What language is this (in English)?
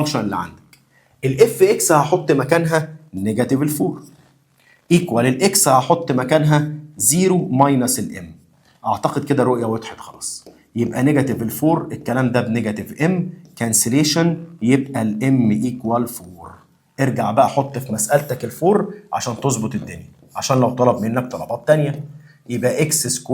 Egyptian Arabic